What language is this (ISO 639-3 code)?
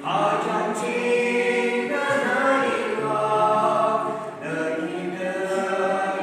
yim